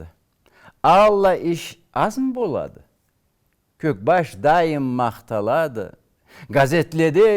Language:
Karachay-Balkar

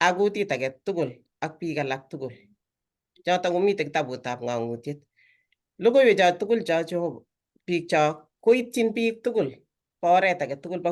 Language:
Kalenjin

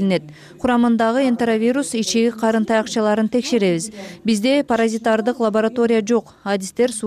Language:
Kyrgyz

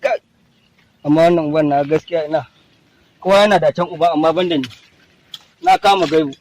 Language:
Hausa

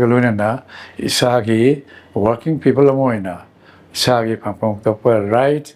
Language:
Manipuri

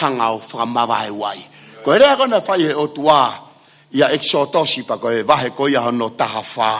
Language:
Tongan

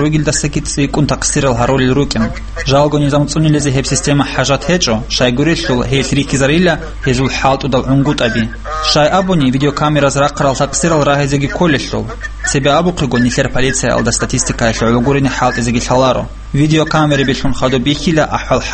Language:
Avaric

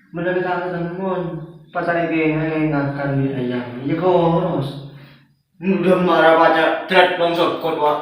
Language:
Madurese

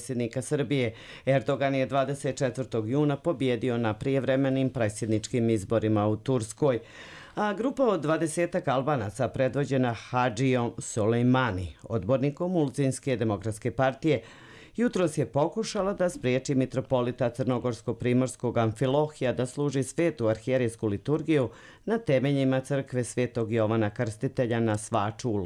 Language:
Serbian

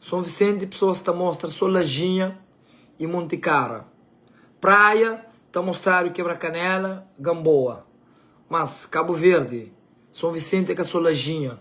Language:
Kabuverdianu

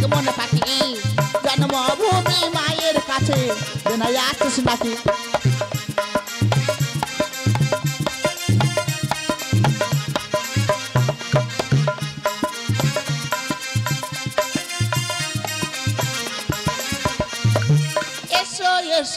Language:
Bangla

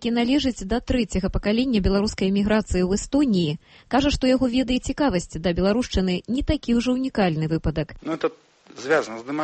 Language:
Belarusian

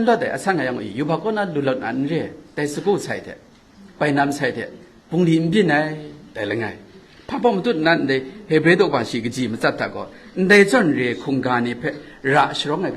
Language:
Kachin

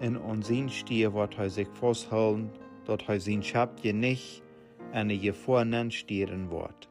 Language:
Plautdietsch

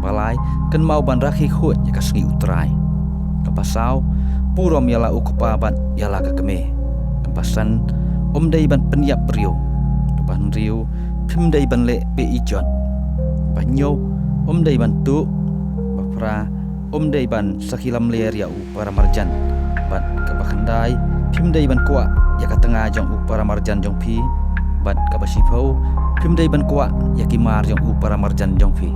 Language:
Khasi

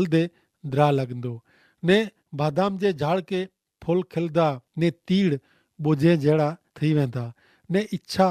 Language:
Kachhi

